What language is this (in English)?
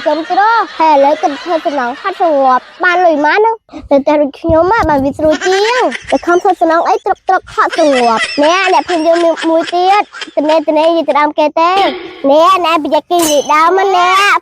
Khmer